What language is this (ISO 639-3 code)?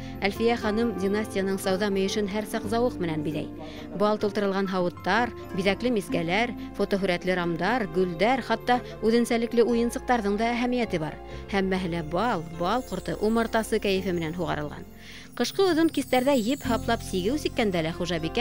bak